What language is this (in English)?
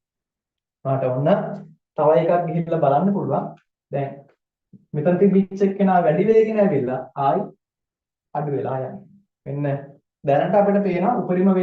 Sinhala